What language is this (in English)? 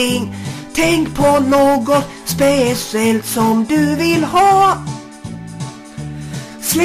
Swedish